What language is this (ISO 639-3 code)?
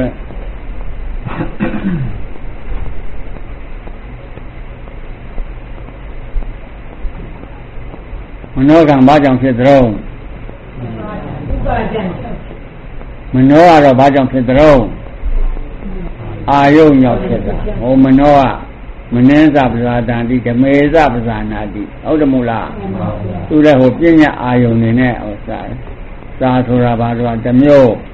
mya